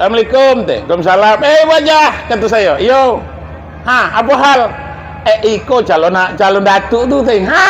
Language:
Minangkabau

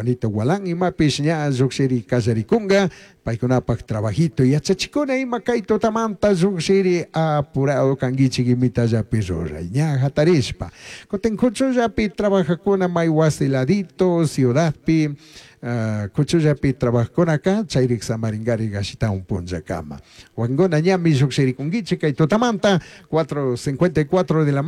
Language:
Chimborazo Highland Quichua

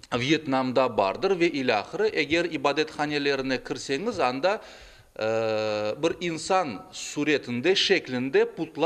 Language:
Crimean Tatar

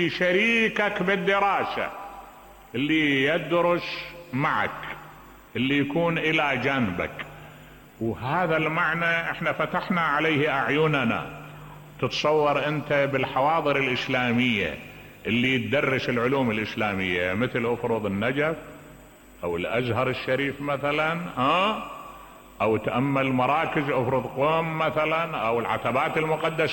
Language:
Mesopotamian Arabic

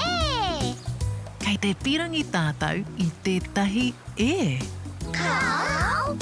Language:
Māori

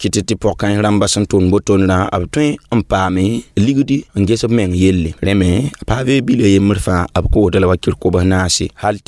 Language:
Mossi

